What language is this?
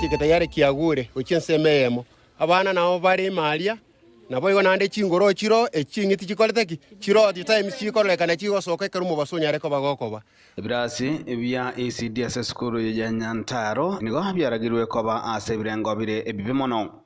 Gusii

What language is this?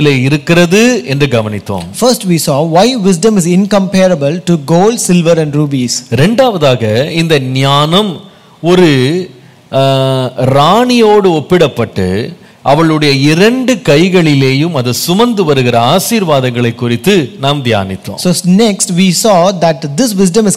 Tamil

